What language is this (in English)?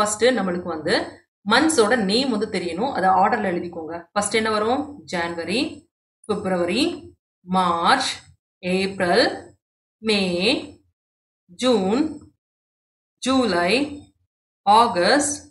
Tamil